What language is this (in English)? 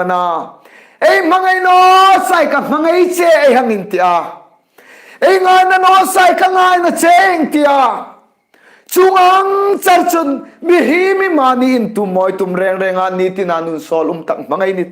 Hmar